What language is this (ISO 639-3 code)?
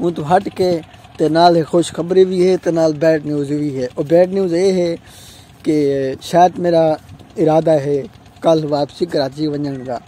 skr